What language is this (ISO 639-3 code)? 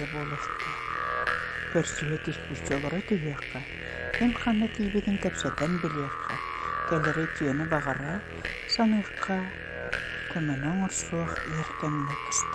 sah